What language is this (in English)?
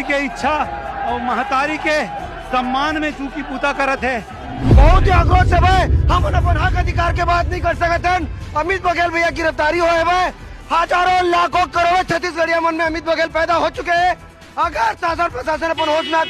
Chhattisgarhi